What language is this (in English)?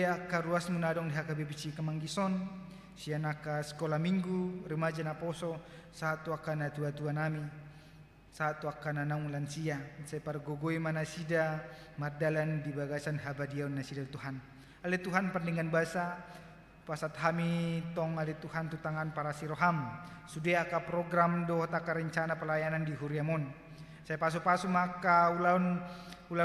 Batak Toba